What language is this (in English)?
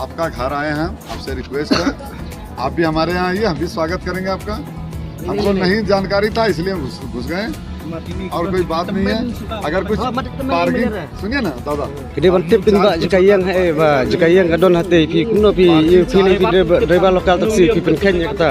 Khasi